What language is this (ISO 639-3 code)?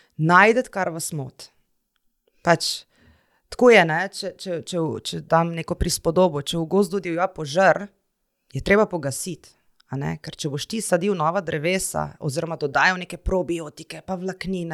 slv